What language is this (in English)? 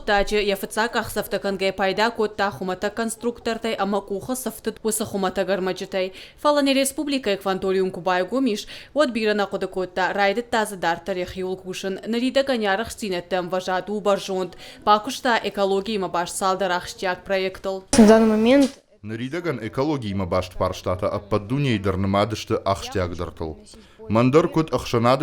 Ossetic